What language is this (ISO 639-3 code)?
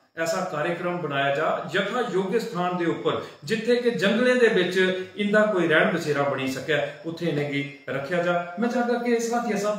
doi